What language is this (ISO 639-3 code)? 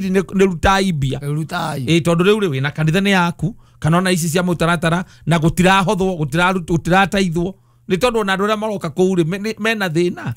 kik